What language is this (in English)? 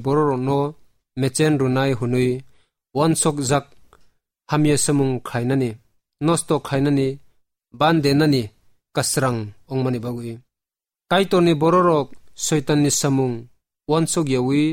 Kok Borok